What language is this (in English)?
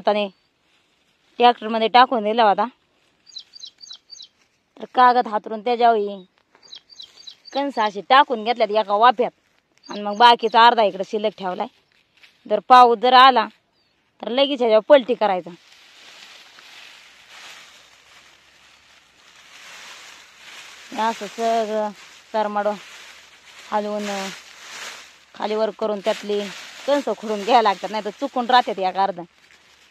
Marathi